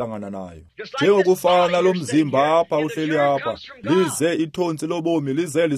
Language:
Xhosa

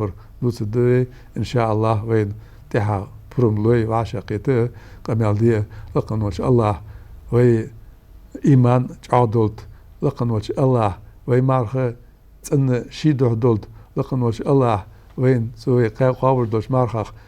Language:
Ingush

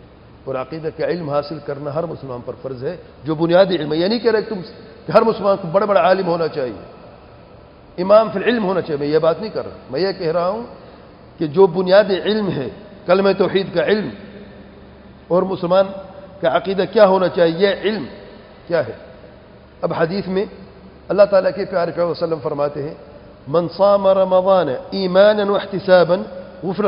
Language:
Urdu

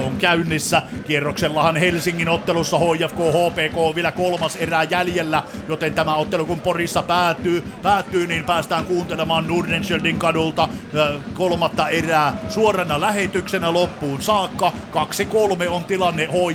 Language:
Finnish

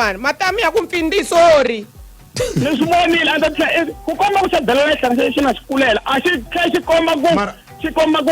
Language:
Tsonga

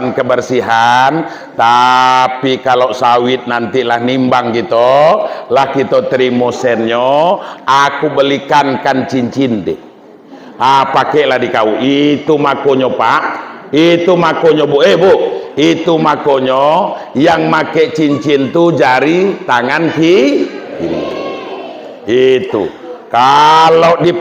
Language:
Minangkabau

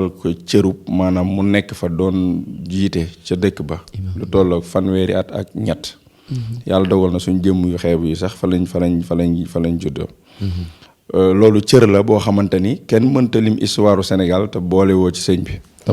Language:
Wolof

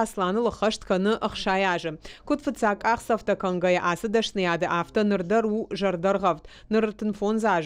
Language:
Ossetic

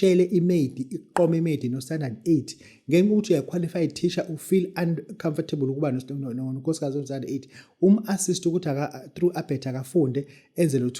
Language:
Zulu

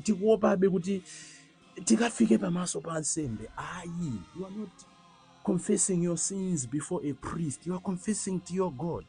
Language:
Nyanja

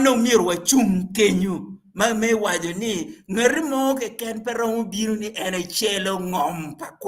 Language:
Acoli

